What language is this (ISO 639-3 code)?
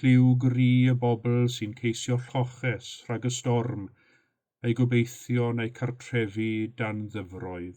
cym